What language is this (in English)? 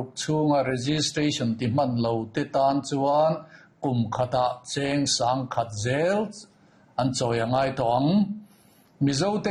Mizo